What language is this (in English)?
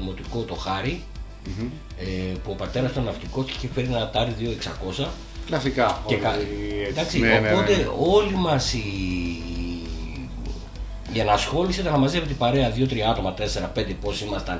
Greek